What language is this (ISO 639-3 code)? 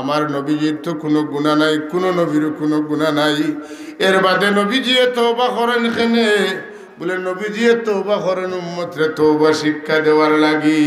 syl